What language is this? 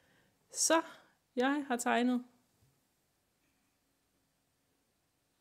Danish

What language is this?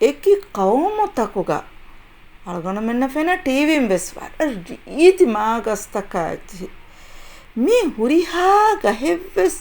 Divehi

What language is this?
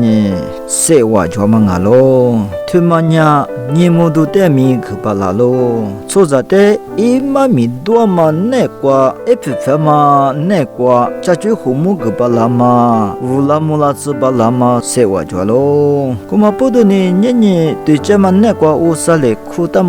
Lisu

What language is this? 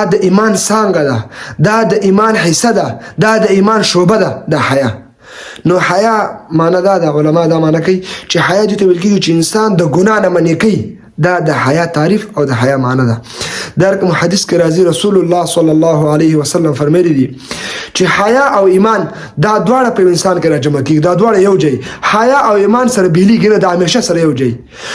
Pashto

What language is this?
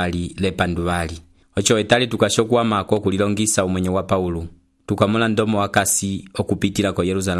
Umbundu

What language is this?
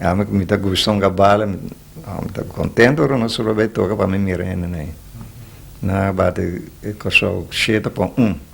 Papiamento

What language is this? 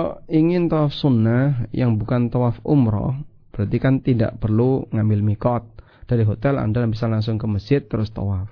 Indonesian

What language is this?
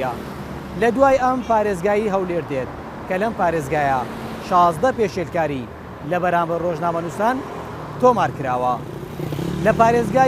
Central Kurdish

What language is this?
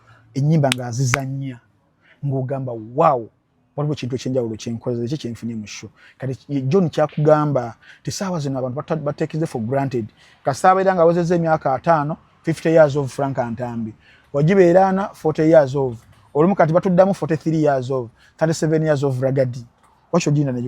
Ganda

